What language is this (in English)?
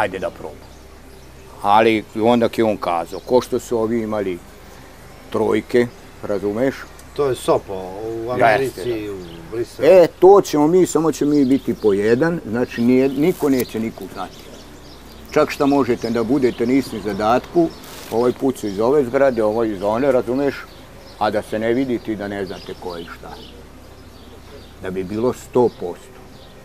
Serbian